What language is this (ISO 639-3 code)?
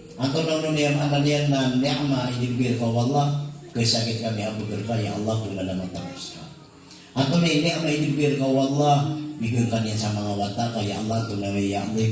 mrw